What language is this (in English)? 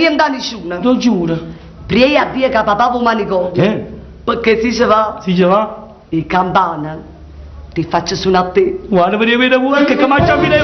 Neapolitan